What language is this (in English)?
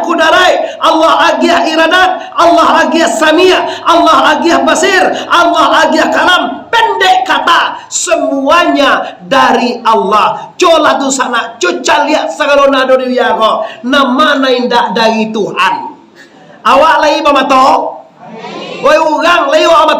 Minangkabau